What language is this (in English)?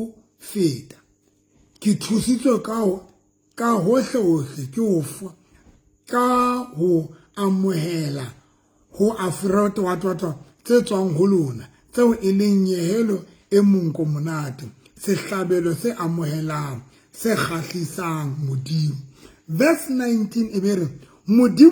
Southern Sotho